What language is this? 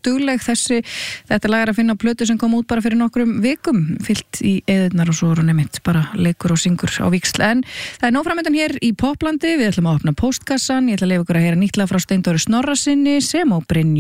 Icelandic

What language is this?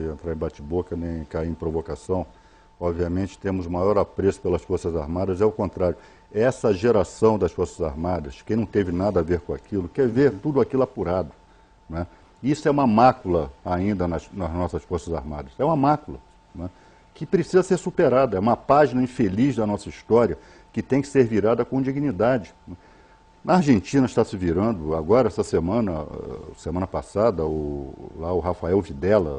Portuguese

